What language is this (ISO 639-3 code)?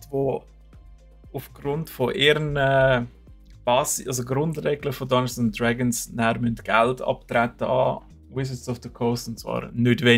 gsw